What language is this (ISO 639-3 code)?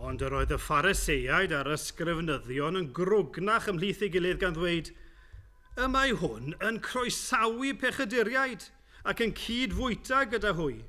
cym